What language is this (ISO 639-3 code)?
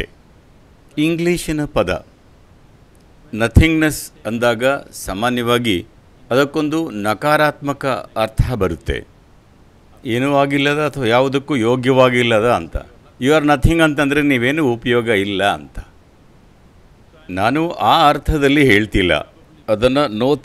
kan